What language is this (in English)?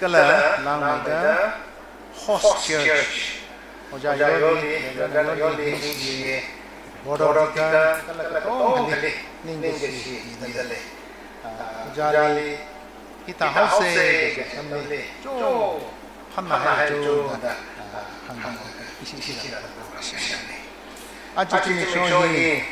Tangkhul Naga (India)